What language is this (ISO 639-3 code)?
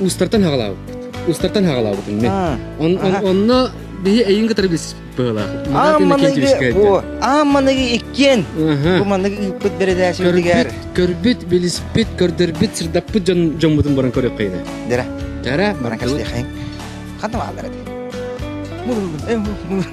sah